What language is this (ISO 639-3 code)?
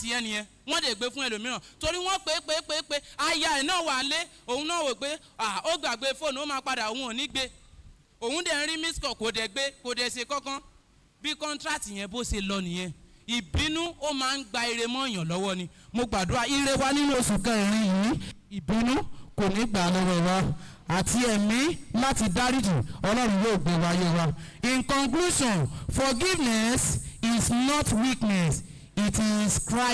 yor